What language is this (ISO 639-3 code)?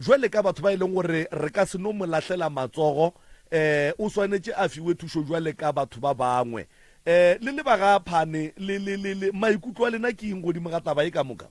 nso